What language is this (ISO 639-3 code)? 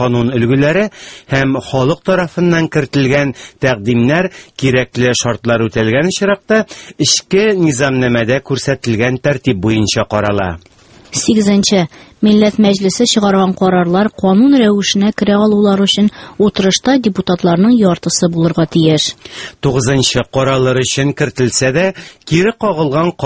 tat